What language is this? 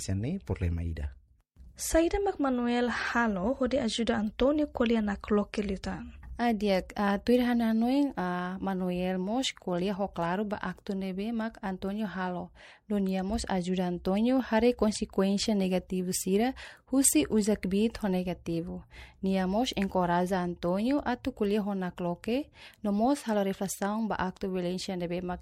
Tetum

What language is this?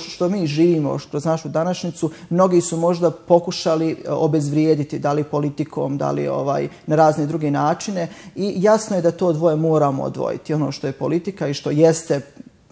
Bosnian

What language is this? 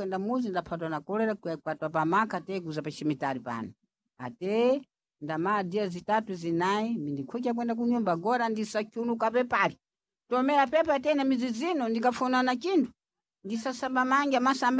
Sena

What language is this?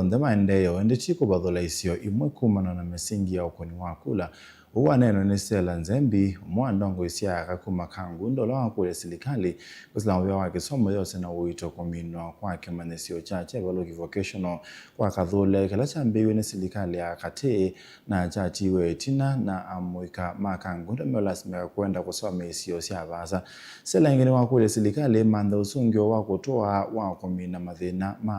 Kamba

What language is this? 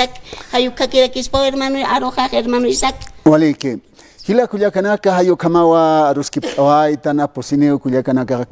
Aymara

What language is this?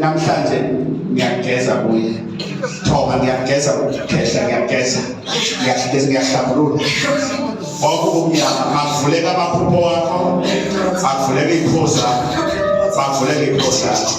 Zulu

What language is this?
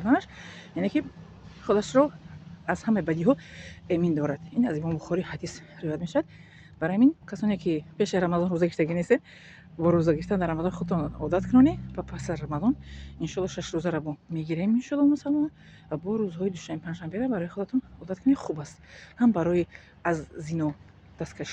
Tajik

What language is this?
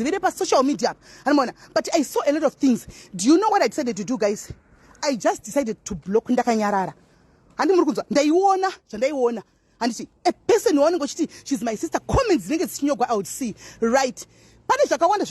Shona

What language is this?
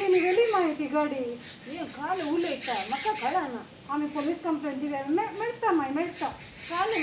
Konkani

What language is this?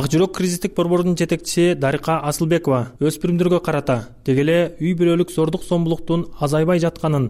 Kyrgyz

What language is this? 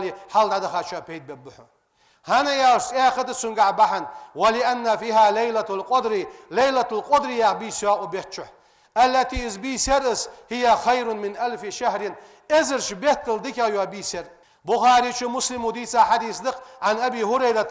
Ingush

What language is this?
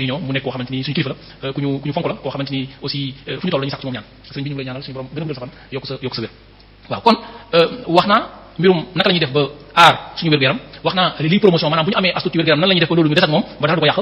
Wolof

